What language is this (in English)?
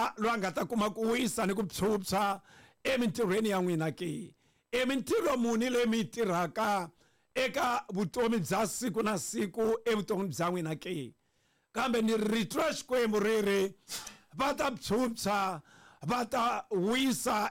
Tsonga